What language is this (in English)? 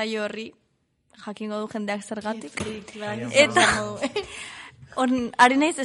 Basque